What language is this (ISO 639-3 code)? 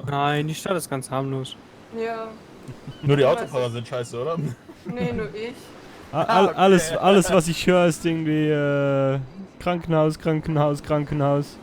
gsw